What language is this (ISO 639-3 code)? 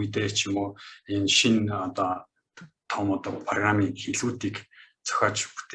mon